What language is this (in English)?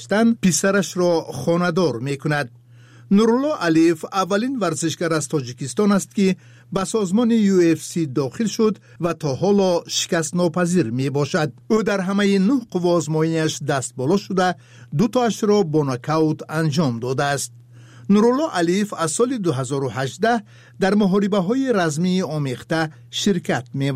Tajik